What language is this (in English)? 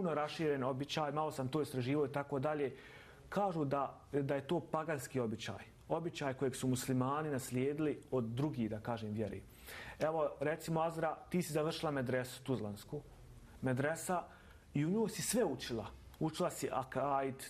Bosnian